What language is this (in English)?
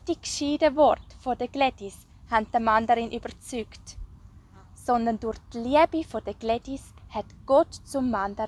Swiss German